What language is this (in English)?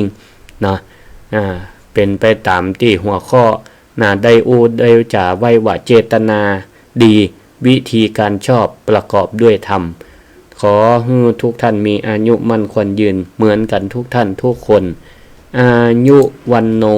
Northern Thai